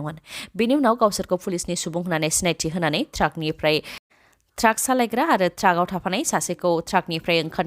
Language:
Bodo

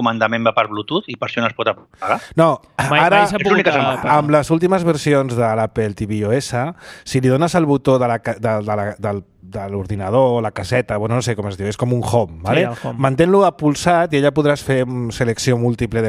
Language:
Catalan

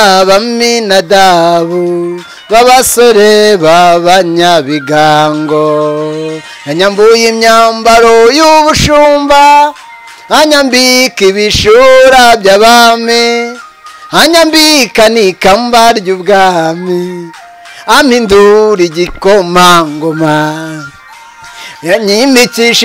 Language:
Kinyarwanda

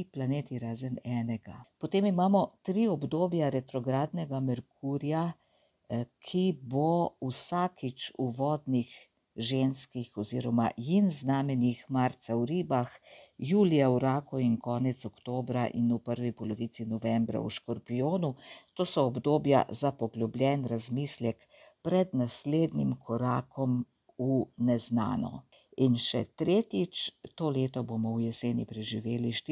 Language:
Slovenian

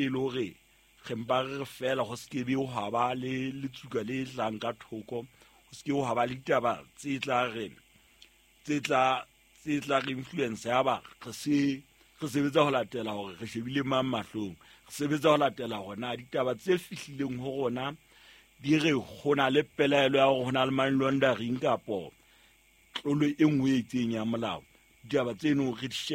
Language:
Southern Sotho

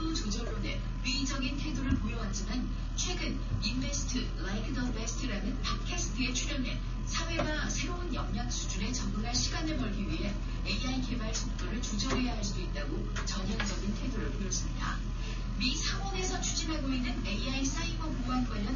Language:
Korean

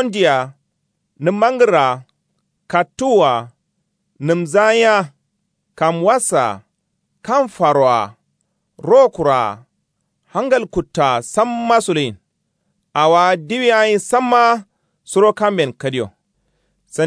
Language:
Kanuri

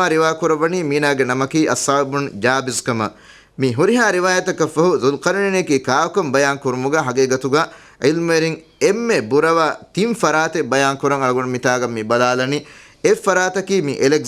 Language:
Divehi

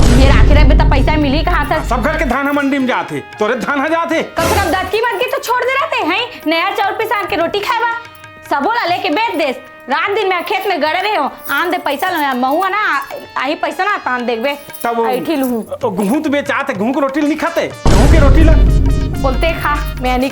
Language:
Chhattisgarhi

